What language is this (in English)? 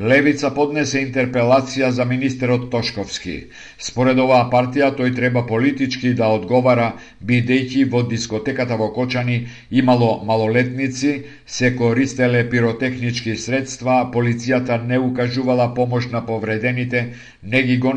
Macedonian